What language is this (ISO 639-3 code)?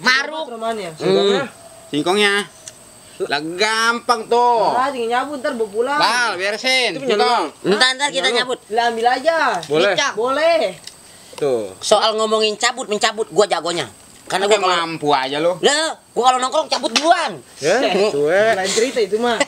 bew